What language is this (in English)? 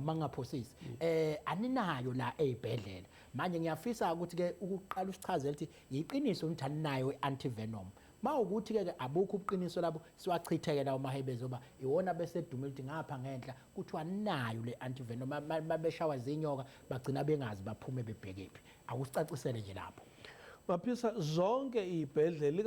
Zulu